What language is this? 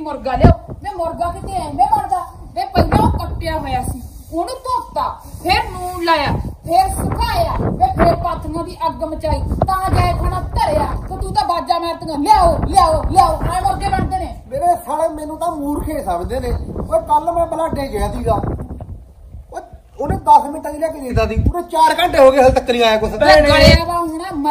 Punjabi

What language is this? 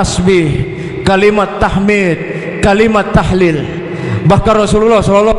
Sasak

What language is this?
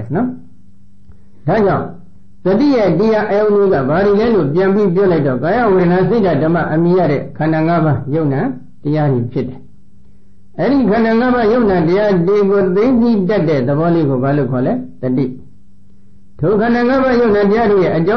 Burmese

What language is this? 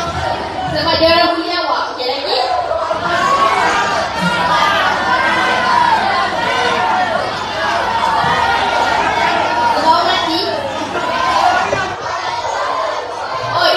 Malay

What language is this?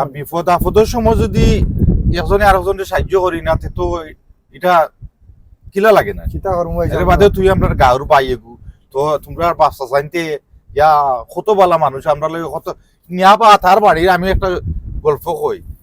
Sylheti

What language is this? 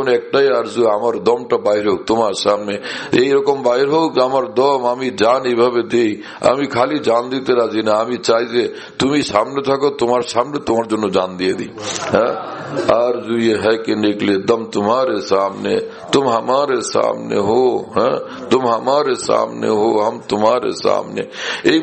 Bangla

